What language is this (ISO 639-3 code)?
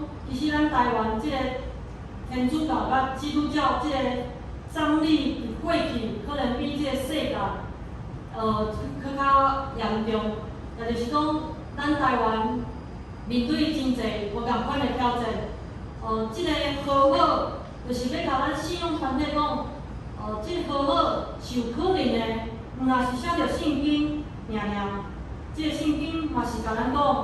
nan